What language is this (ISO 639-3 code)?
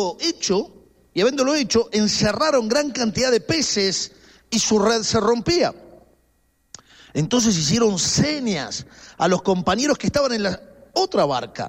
spa